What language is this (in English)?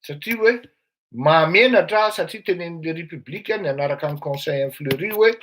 Malagasy